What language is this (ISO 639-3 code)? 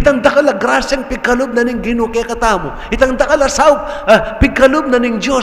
pam